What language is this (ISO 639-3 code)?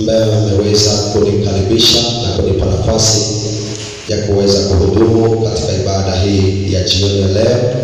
swa